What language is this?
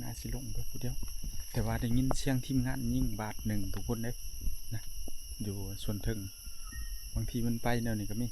Northeastern Thai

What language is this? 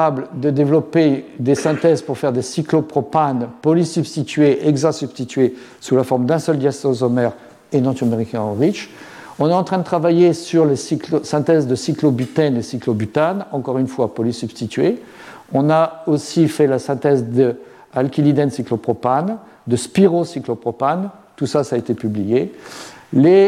French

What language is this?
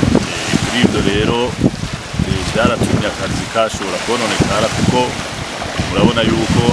Rundi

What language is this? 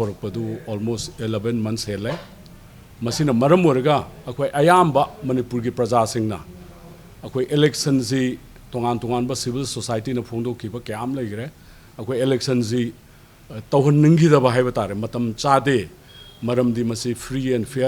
Manipuri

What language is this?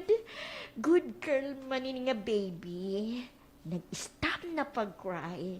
Waray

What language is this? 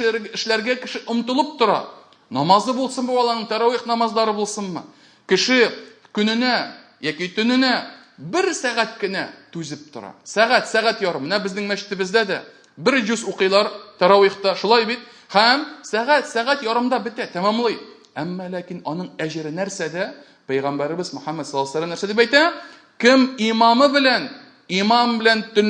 Tatar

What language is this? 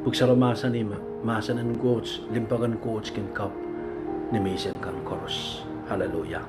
Pohnpeian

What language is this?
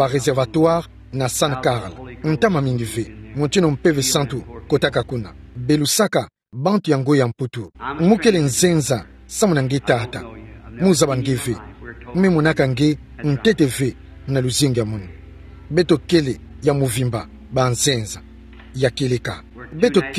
Kituba (Democratic Republic of Congo)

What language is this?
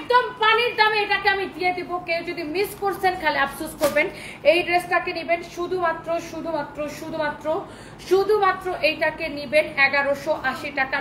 Bangla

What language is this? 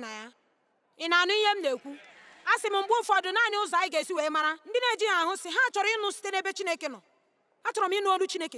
Igbo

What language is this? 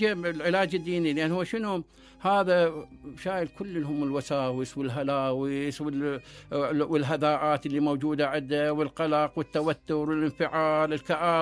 Mesopotamian Arabic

